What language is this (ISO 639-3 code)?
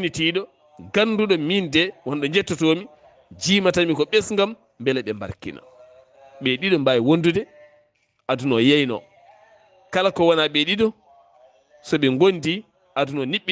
ful